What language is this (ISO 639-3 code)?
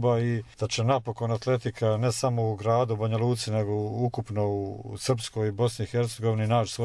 hrv